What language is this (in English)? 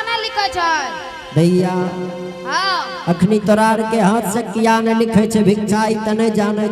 Angika